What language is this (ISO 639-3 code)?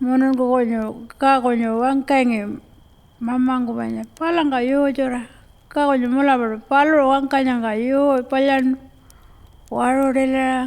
pjt